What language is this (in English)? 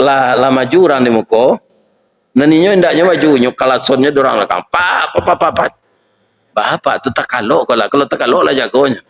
Minangkabau